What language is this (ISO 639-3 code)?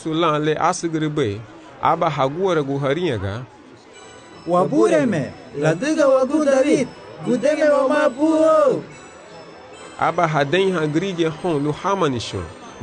cab